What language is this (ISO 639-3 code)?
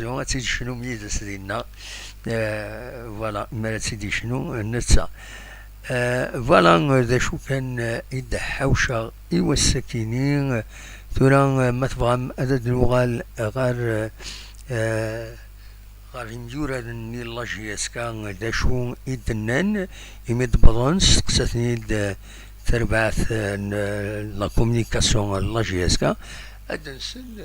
kab